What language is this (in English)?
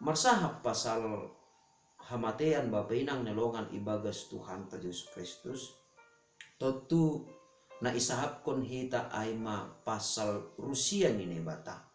Batak Simalungun